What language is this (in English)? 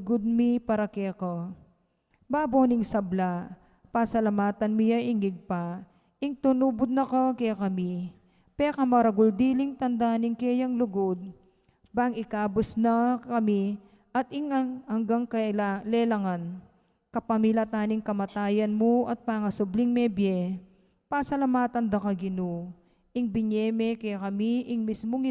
Pampanga